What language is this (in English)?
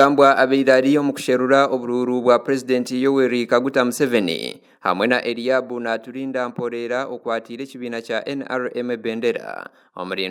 Nyankole